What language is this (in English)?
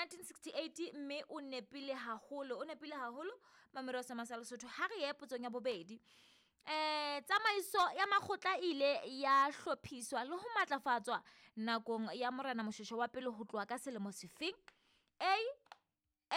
Southern Sotho